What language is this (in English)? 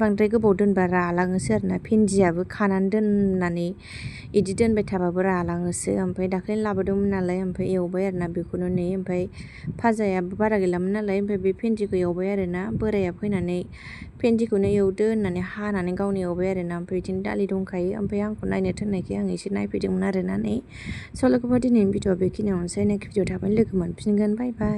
Bodo